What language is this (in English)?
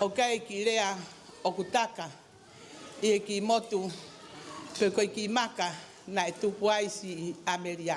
Tongan